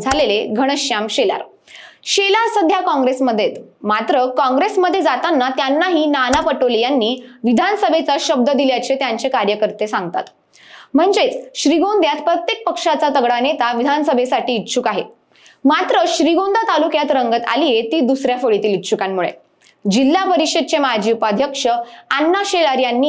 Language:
Marathi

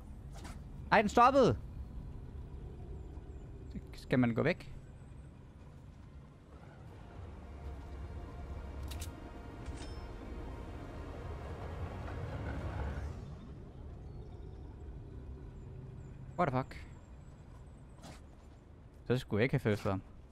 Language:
Danish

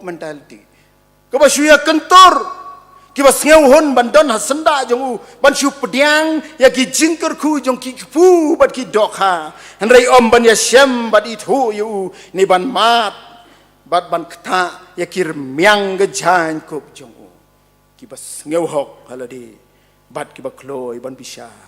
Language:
Khasi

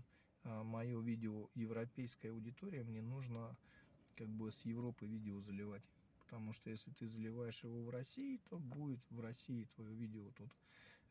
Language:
Russian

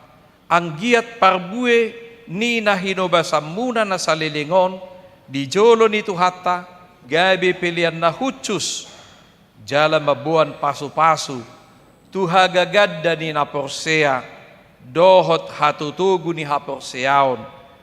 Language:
Batak Toba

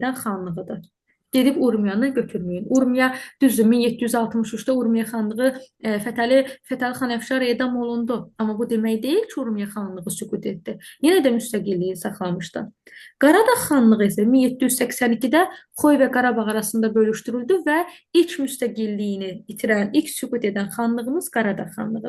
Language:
Azerbaijani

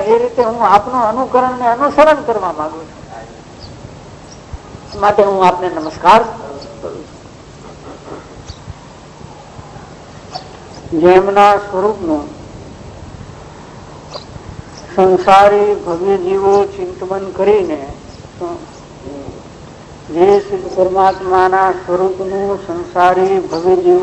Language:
Gujarati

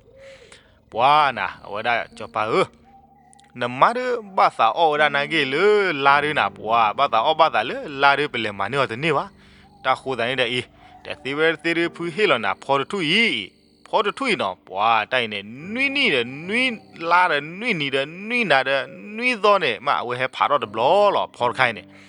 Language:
S'gaw Karen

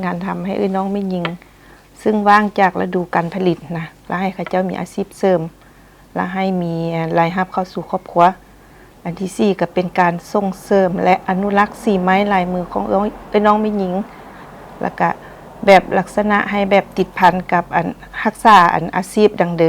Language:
Lao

